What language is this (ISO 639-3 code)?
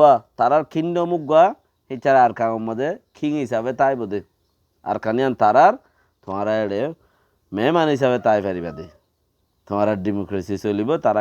rhg